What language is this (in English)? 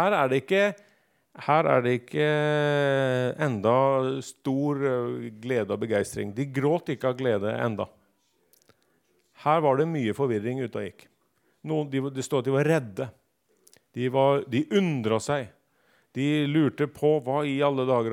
Norwegian